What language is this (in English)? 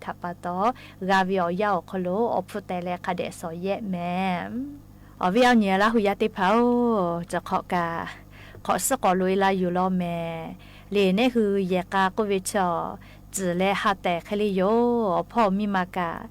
Lahu